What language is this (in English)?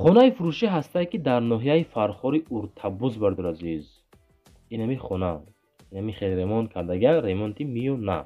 Tajik